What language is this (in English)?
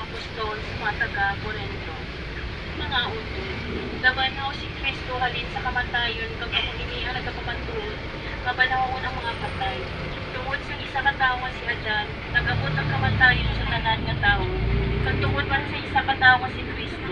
Hiligaynon